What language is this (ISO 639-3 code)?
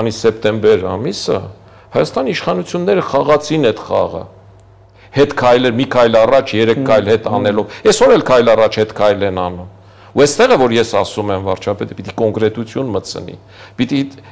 hye